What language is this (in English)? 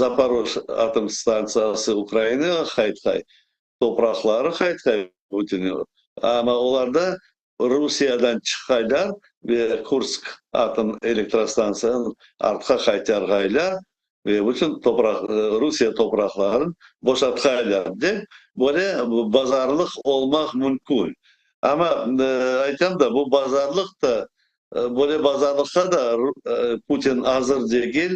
Crimean Tatar